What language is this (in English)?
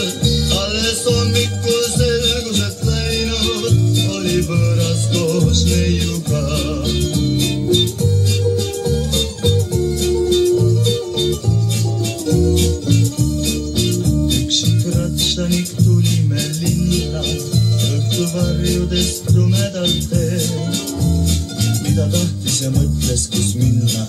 Estonian